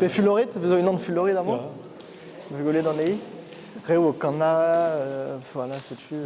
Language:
Breton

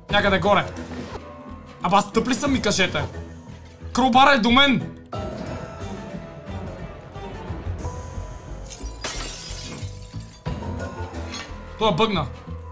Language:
Bulgarian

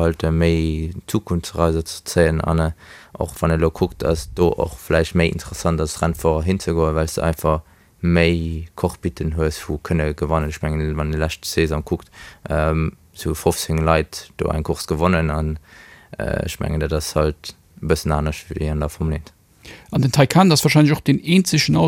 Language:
Luxembourgish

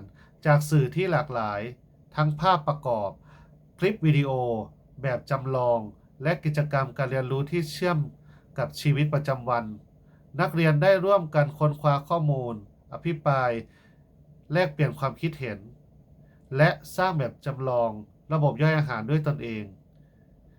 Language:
Lao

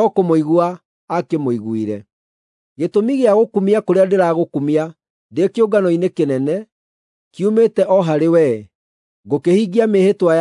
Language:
Kikuyu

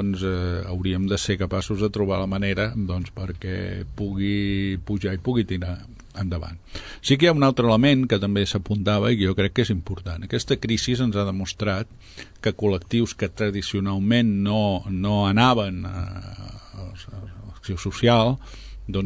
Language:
Catalan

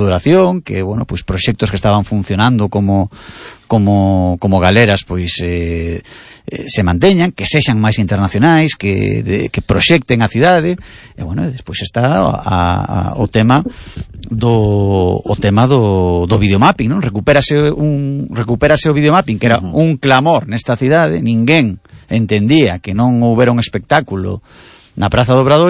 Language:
Galician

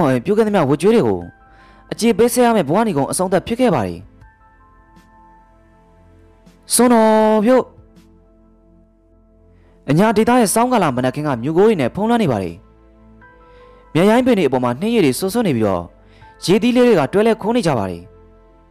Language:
Burmese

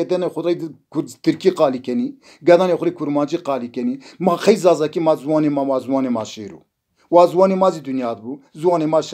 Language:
Zaza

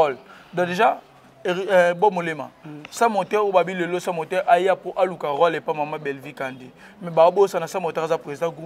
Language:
Lingala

